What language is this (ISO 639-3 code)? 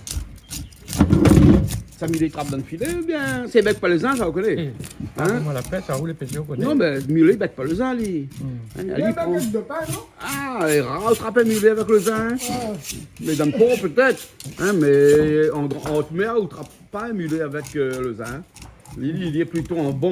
rcf